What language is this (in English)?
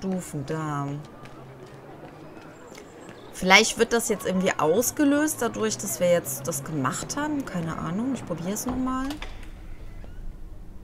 German